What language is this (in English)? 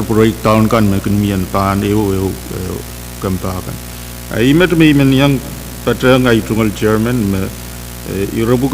Pohnpeian